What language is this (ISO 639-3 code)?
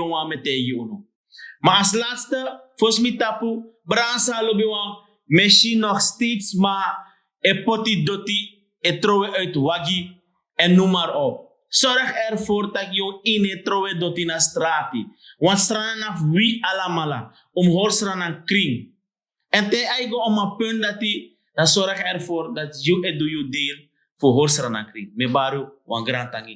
srn